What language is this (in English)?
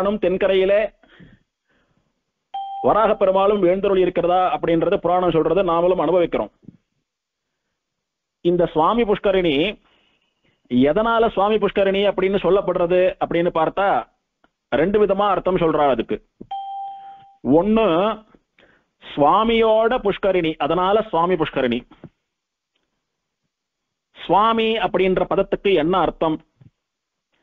Tamil